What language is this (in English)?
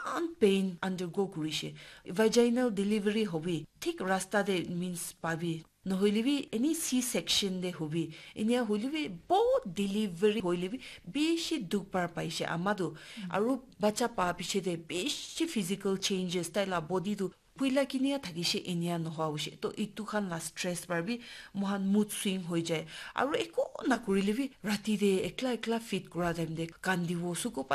Naga Pidgin